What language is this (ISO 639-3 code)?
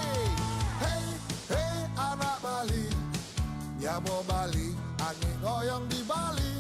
ban